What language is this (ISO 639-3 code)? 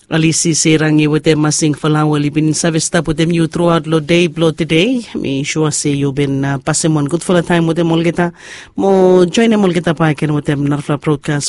bis